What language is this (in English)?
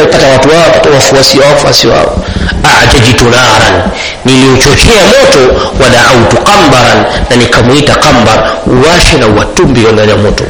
Swahili